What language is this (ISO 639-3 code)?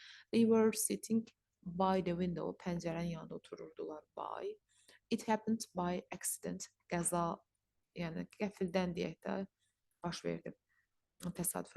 aze